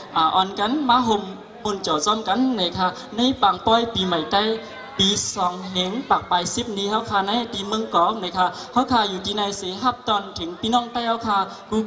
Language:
Shan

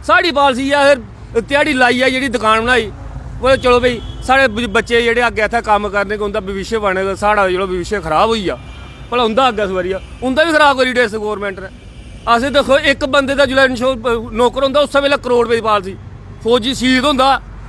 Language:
Dogri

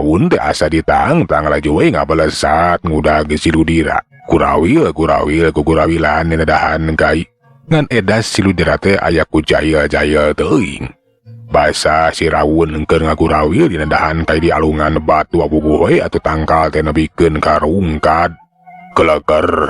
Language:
Sundanese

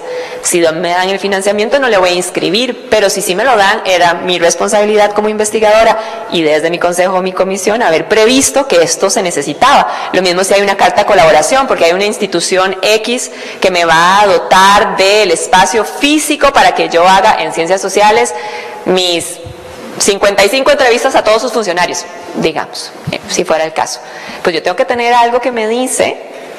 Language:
Spanish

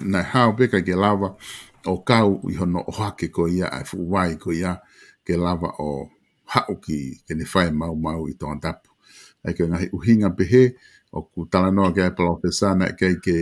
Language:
Tongan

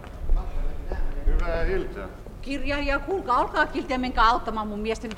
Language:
Finnish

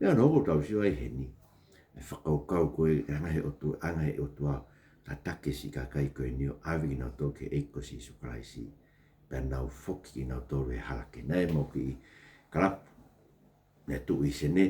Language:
Tongan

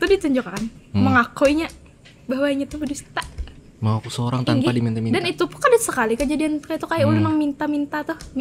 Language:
Banjar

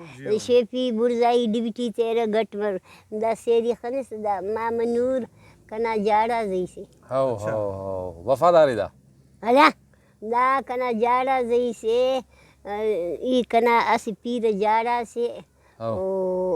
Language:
Brahui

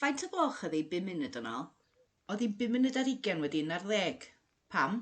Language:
Welsh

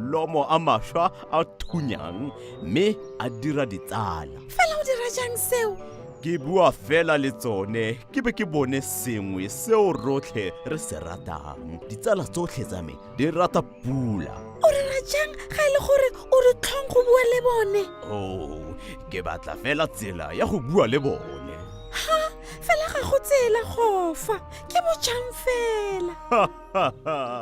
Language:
Tswana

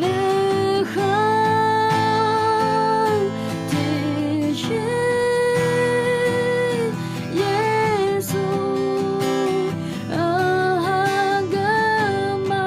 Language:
Akha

